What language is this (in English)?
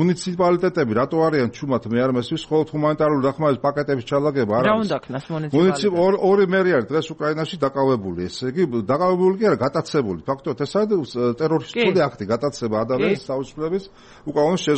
Georgian